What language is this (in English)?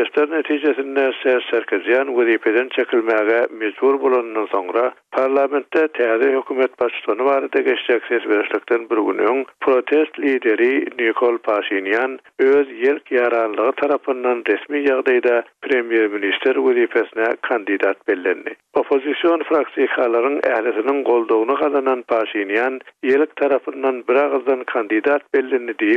Turkmen